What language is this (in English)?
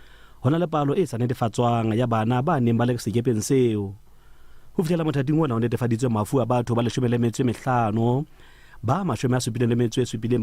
Southern Sotho